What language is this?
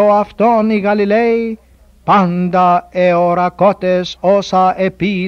Ancient Greek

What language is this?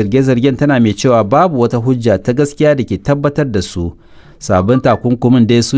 Hausa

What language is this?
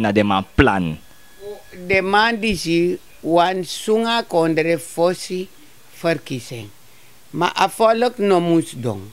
Sranan Tongo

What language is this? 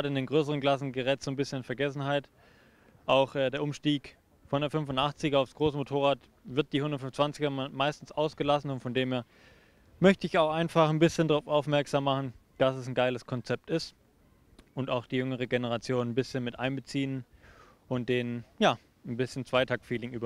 German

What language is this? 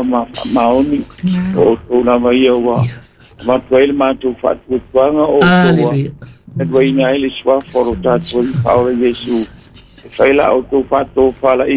Samoan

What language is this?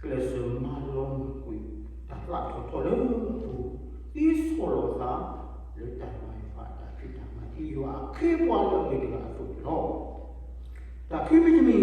S'gaw Karen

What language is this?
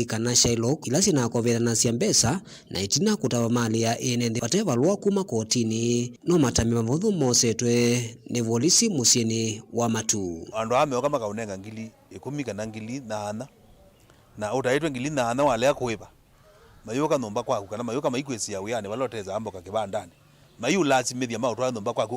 Kamba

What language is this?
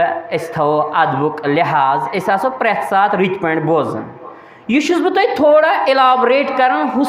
Kashmiri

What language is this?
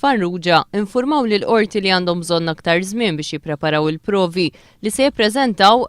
Maltese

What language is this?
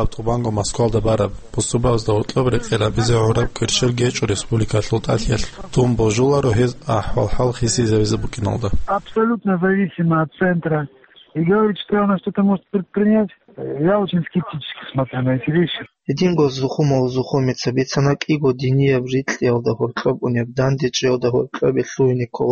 Avaric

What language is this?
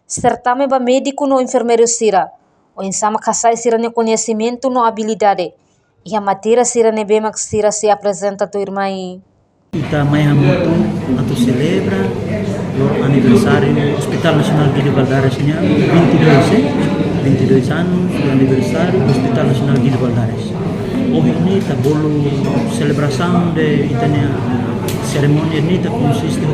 Tetum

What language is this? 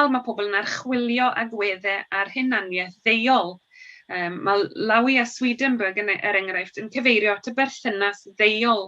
Welsh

